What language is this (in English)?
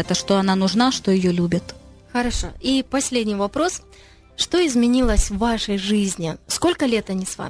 Russian